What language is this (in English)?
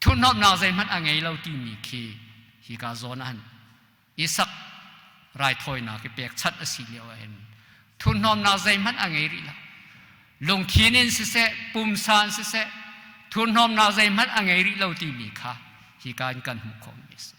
Hakha Chin